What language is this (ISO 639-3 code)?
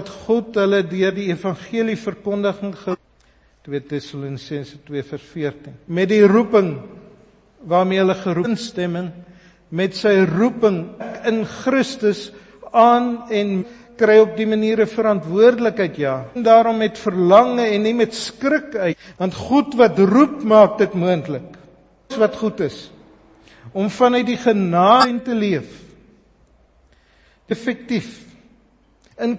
afr